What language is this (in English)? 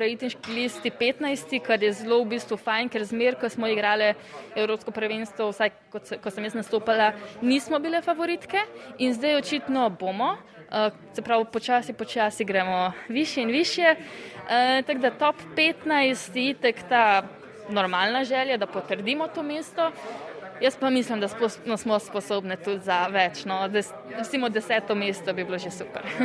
Slovenian